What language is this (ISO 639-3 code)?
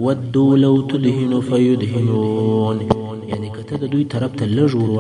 pus